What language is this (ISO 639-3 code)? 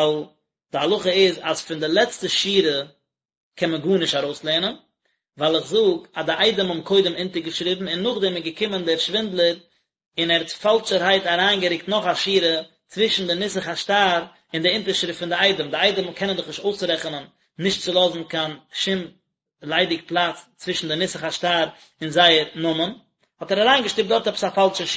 yid